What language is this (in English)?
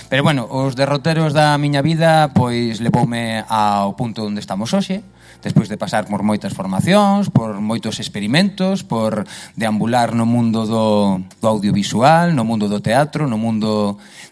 Galician